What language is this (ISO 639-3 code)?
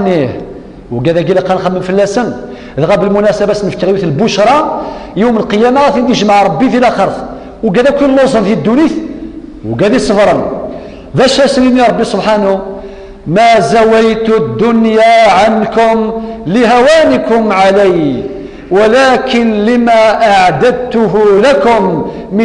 kab